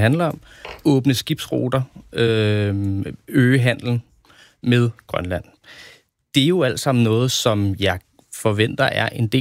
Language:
Danish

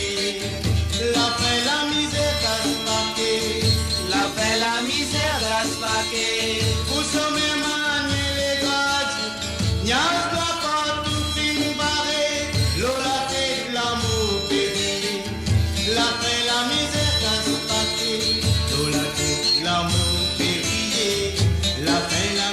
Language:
Morisyen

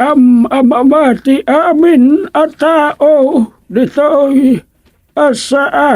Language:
Iloko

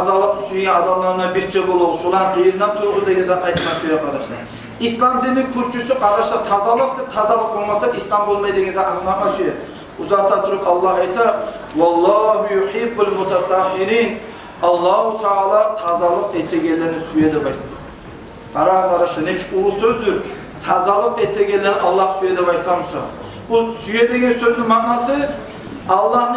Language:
Kumyk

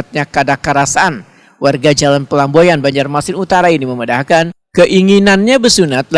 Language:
Banjar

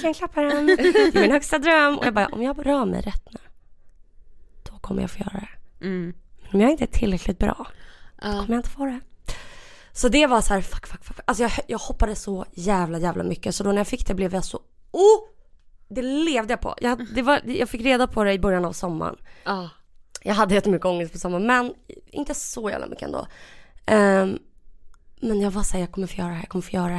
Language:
Swedish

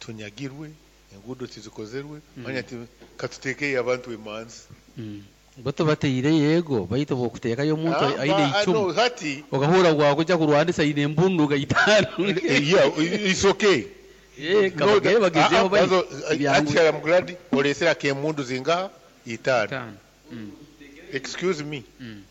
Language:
Nyoro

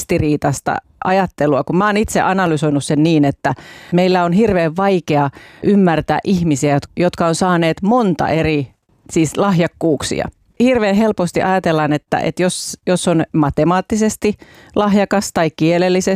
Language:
Finnish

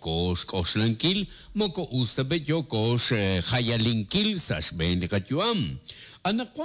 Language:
Kekchí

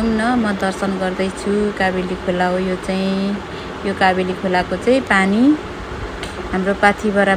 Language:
Nepali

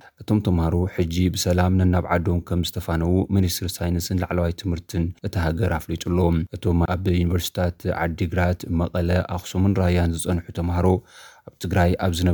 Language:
Tigrinya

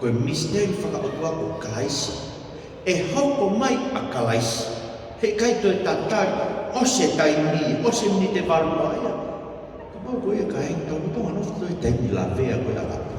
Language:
Tongan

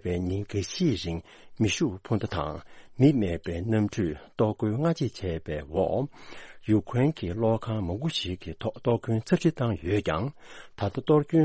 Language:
Tibetan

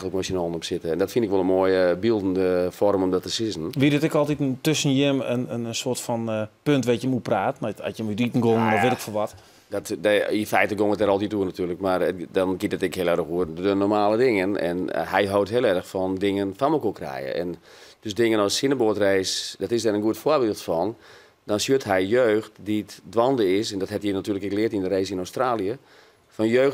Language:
Western Frisian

